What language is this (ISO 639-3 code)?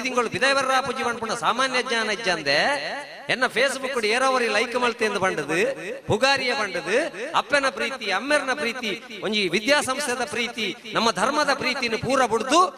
tcy